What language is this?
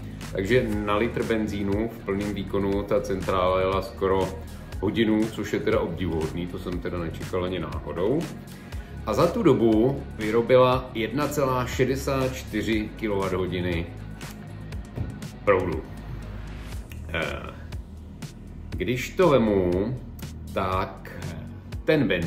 Czech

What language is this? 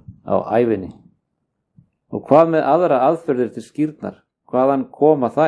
Icelandic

